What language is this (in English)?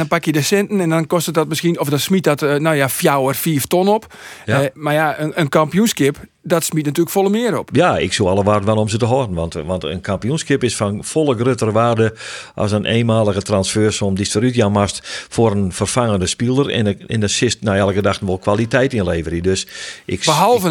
Western Frisian